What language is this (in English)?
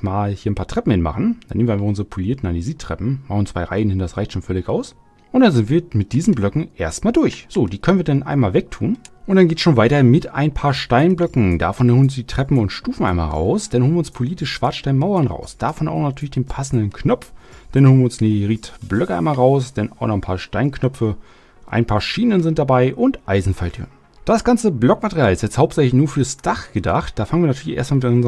German